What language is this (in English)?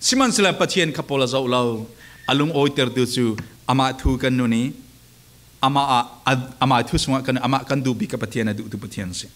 Falam Chin